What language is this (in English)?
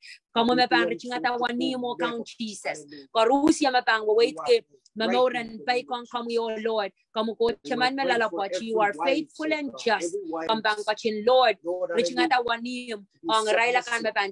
Pohnpeian